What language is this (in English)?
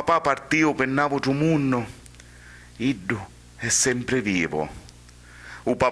Sicilian